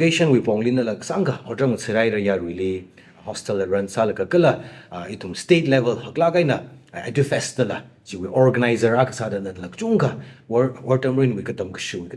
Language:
Tangkhul Naga (India)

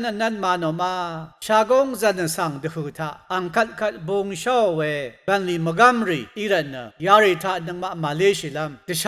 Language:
Rawang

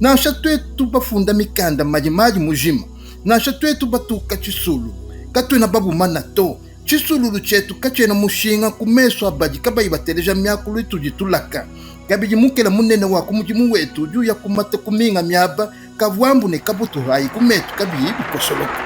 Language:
Luba-Lulua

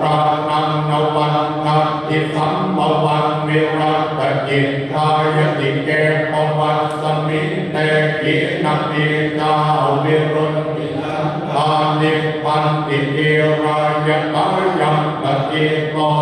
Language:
Pali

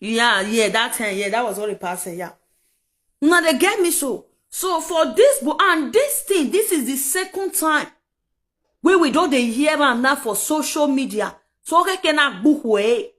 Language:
Nigerian Pidgin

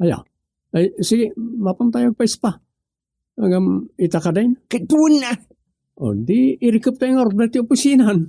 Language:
Iloko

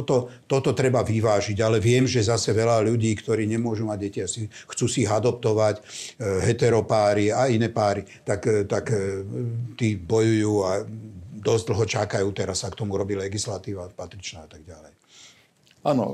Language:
Slovak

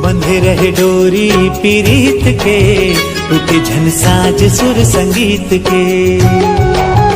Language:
Chhattisgarhi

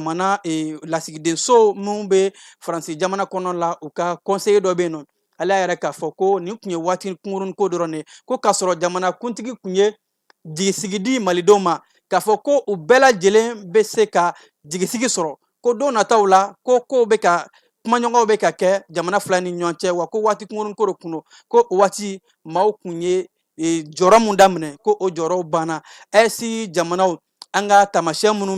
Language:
Bambara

